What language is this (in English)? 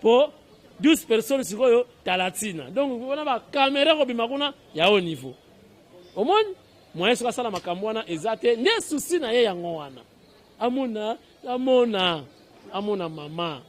Lingala